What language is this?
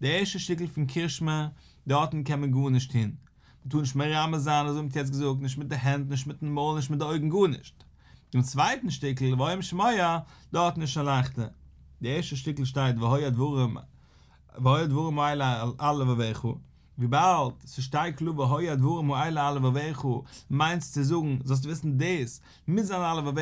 Yiddish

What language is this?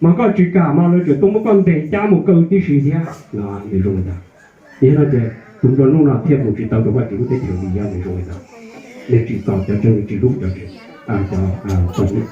Hmong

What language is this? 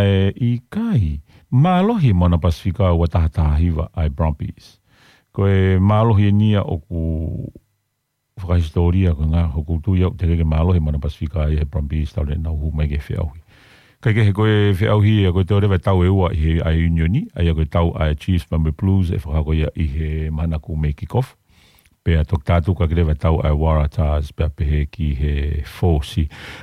Tongan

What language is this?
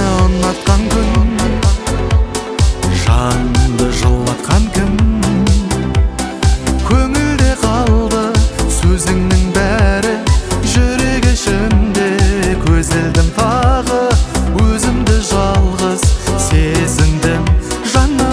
Kazakh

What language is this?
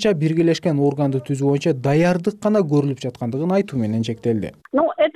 Kyrgyz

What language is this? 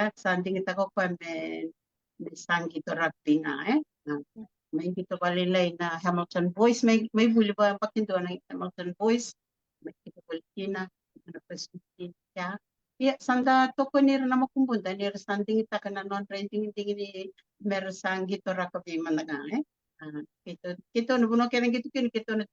Fijian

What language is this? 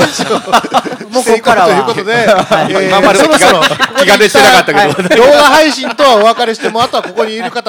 Japanese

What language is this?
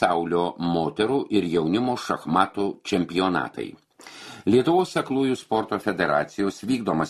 Lithuanian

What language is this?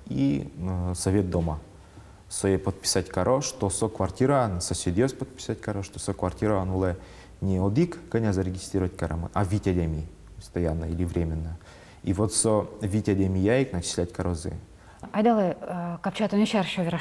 Udmurt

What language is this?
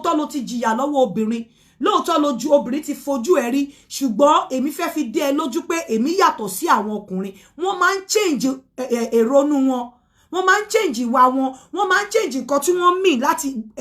Yoruba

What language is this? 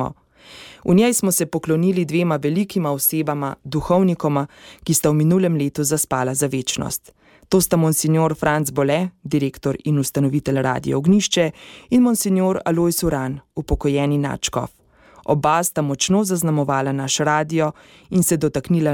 Slovenian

